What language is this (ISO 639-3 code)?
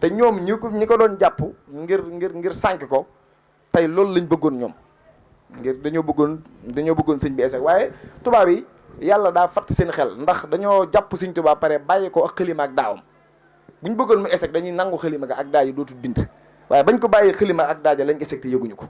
wol